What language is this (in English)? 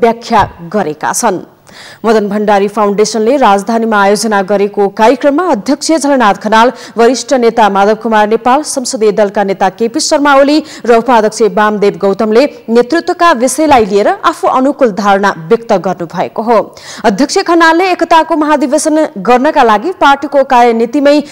Nepali